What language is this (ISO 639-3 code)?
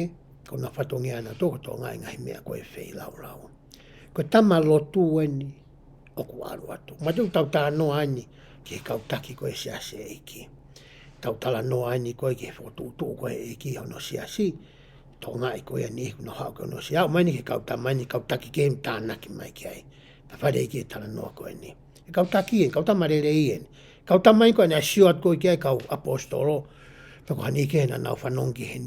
ton